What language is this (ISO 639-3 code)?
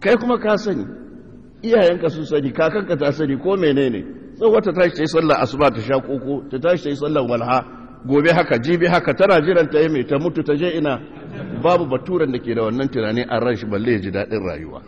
hau